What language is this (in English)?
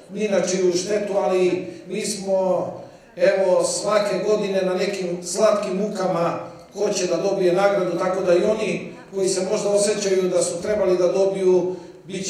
Serbian